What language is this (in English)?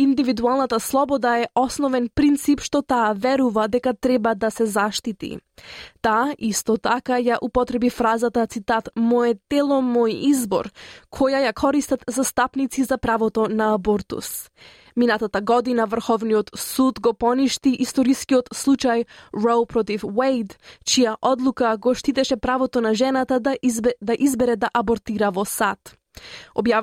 Macedonian